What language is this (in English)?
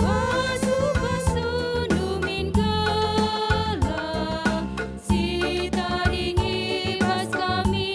Batak Karo